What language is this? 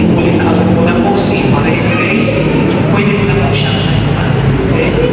Bikol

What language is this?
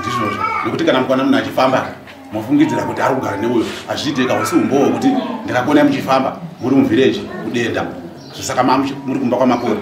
Shona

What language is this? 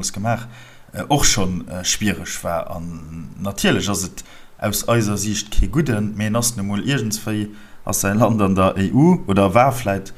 Luxembourgish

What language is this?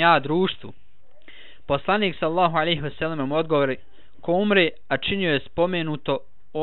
Bosnian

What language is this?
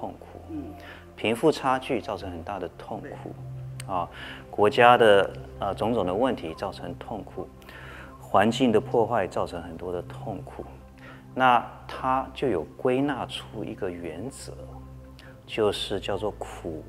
Chinese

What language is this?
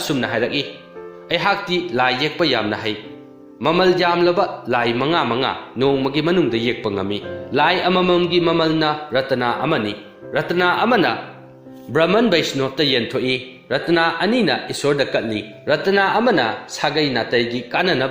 Manipuri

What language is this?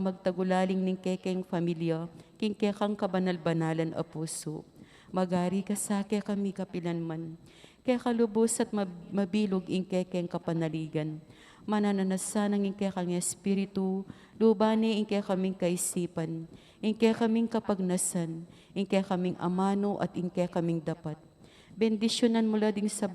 Pampanga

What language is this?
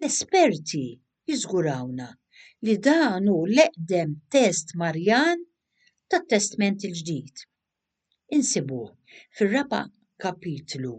Maltese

